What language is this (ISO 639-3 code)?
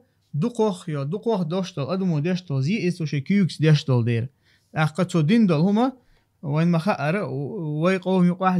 che